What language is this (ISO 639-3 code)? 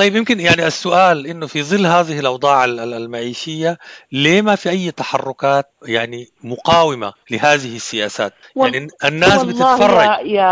apd